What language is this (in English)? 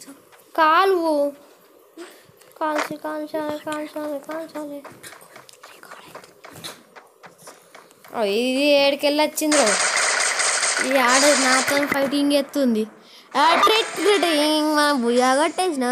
Telugu